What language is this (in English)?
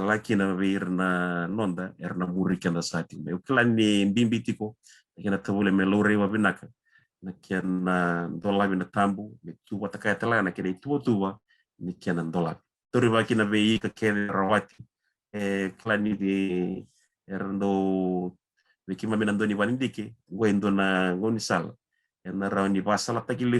Fijian